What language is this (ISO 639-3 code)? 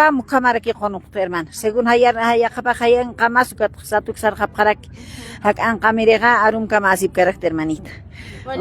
aym